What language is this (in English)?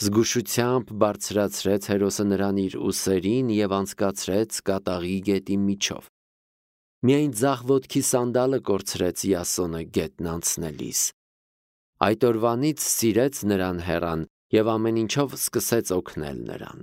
Armenian